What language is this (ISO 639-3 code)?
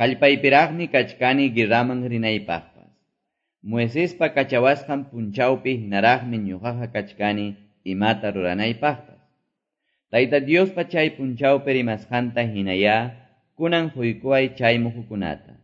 que